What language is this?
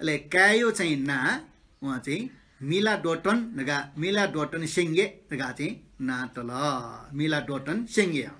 Newari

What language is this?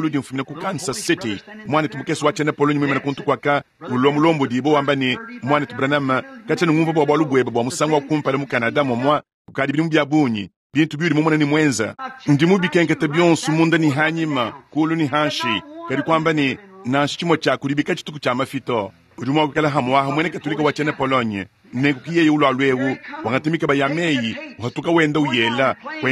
Luba-Lulua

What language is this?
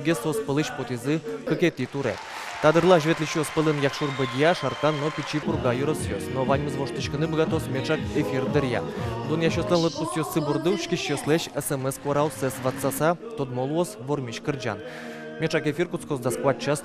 Udmurt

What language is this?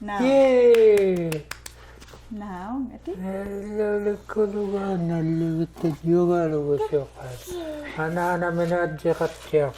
Inuktitut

